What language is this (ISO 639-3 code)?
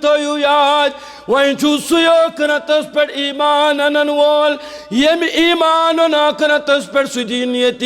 kas